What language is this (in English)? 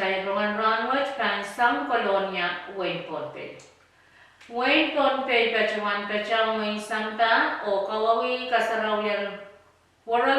Pohnpeian